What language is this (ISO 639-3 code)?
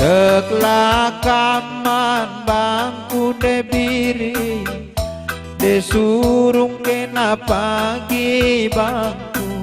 btx